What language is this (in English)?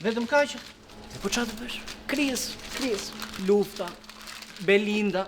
Albanian